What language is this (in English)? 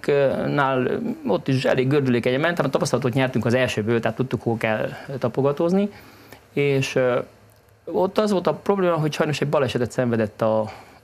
Hungarian